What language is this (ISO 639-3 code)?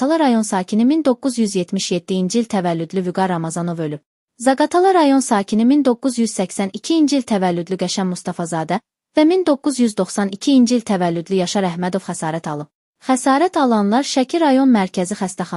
aze